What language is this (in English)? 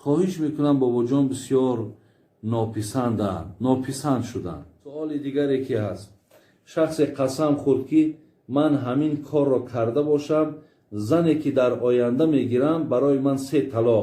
Tajik